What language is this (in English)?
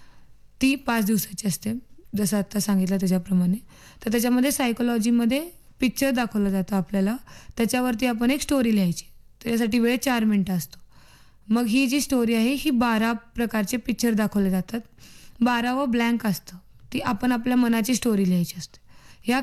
Marathi